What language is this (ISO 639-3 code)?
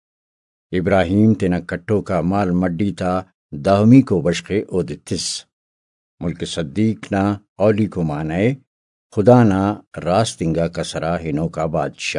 brh